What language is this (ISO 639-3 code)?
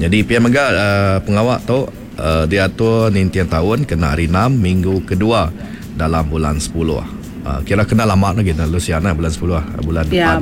iba